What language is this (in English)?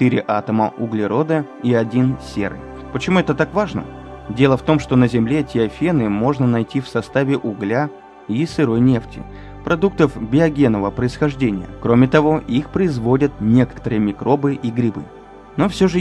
Russian